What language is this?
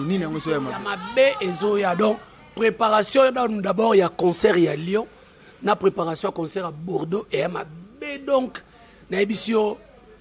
Lingala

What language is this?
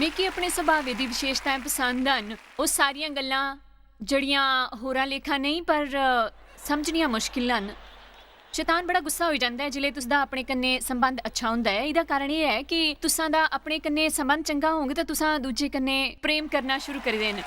Dogri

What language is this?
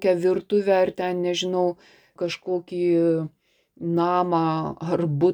Lithuanian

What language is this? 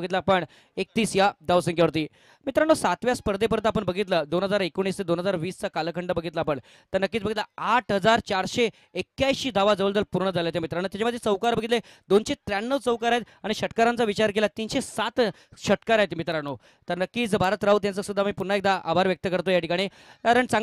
Marathi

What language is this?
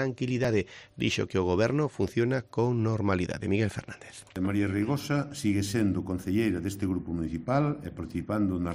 Galician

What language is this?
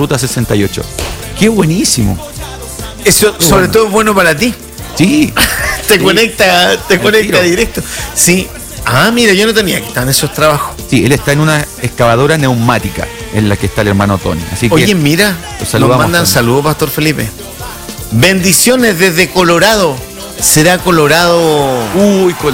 Spanish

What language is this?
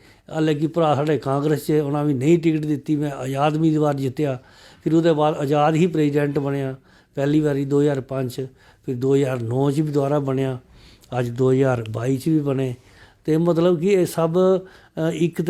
Dogri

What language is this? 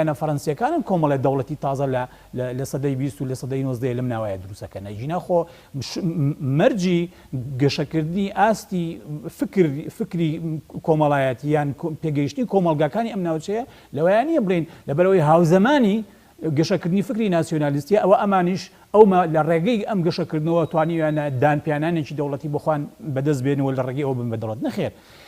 Central Kurdish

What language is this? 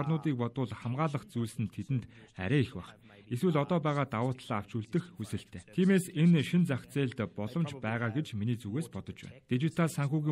Mongolian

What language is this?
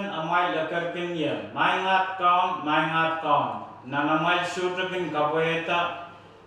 Pohnpeian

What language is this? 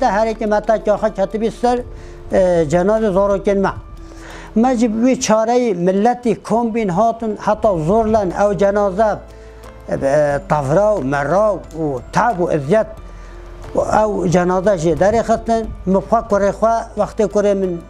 Kurdish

